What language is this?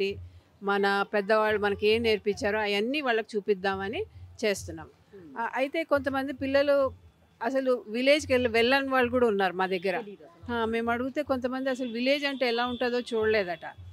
Telugu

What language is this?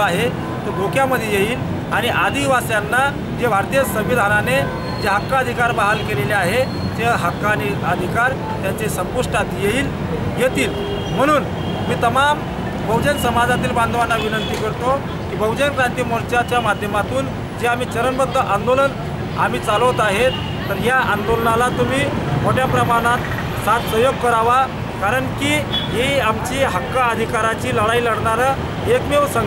Marathi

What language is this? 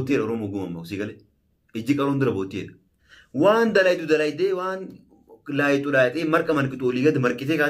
Oromo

